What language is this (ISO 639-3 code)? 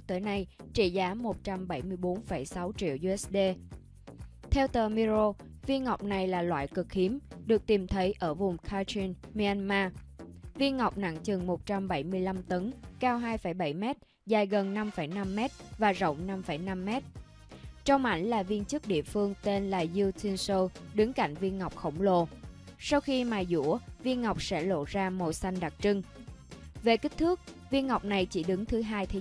vie